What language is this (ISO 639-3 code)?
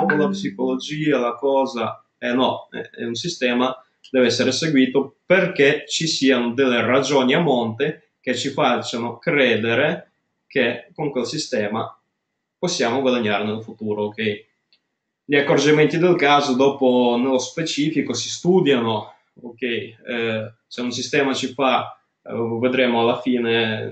ita